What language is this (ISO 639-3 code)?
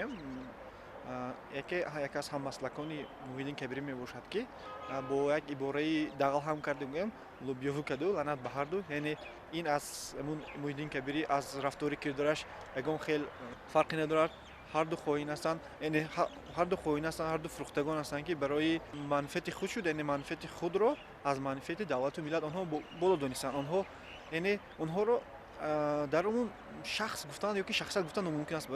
tgk